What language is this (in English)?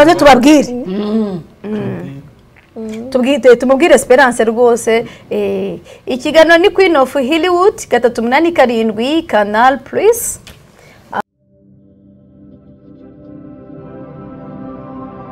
Kinyarwanda